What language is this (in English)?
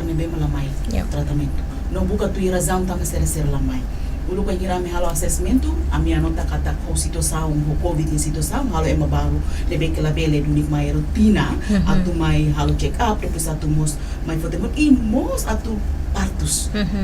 Tetum